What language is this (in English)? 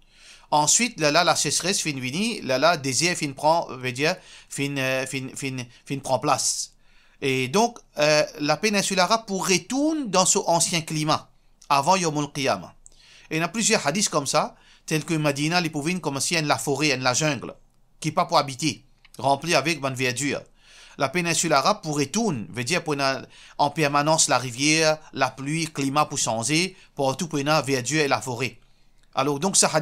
Morisyen